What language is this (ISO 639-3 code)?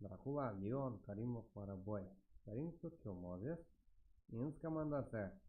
kaa